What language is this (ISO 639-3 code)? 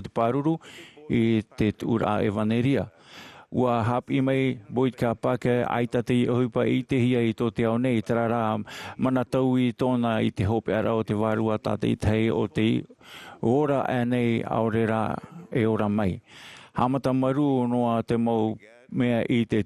tah